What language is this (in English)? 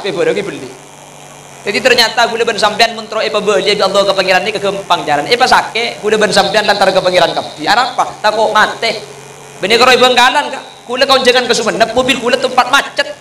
Madurese